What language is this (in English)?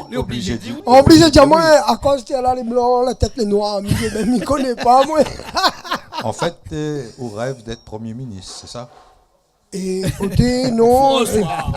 Réunion Creole French